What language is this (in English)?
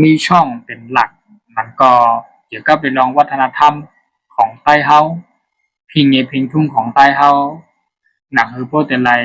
Shan